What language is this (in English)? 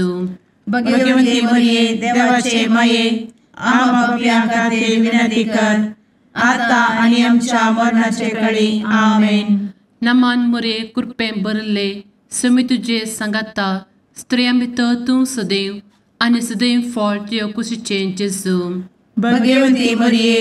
Konkani